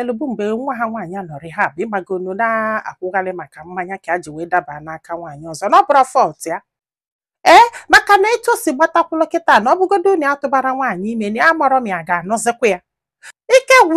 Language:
Igbo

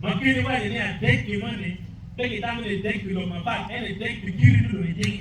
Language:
Acoli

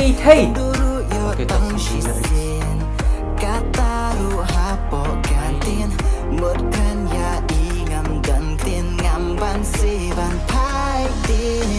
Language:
Khasi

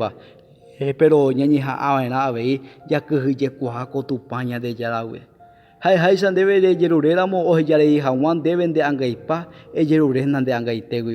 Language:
Guarani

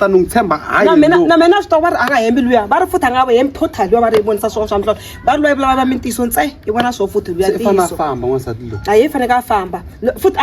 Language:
Tsonga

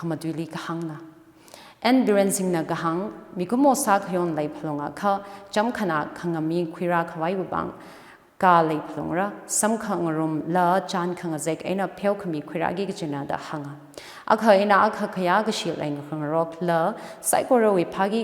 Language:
Tangkhul Naga (India)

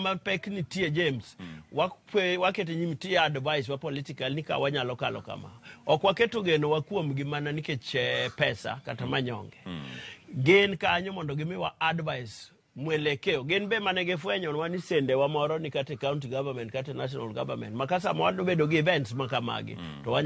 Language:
Luo (Kenya and Tanzania)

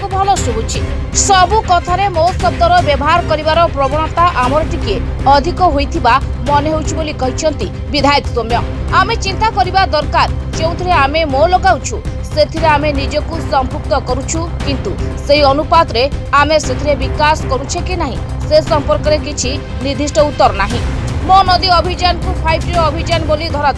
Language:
Odia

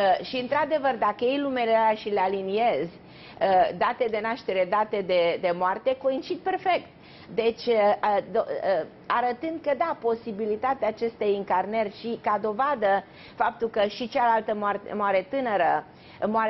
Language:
Romanian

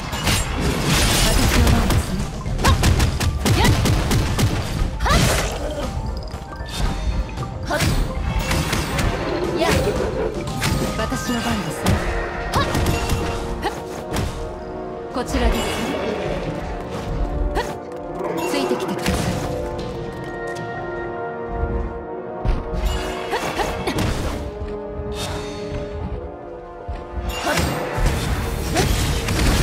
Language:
Japanese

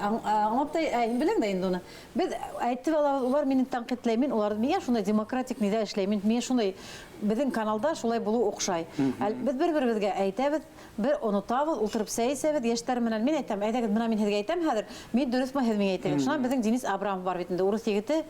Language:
Bashkir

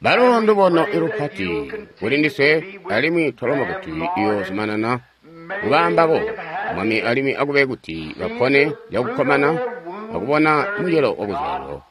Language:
Tonga (Zambia)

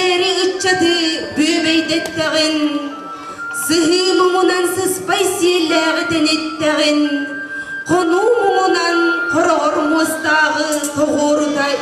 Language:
Yakut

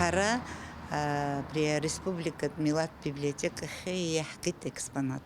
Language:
Abkhazian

